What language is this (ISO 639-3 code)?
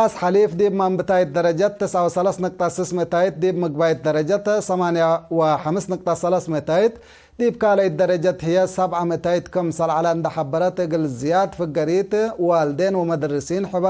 tig